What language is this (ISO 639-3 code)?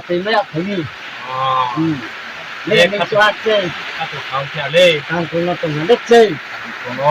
ria